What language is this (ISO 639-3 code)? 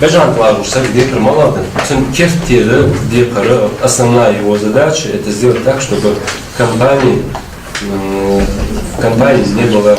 inh